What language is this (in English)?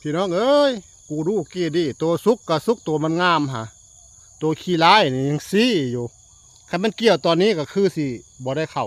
Northeastern Thai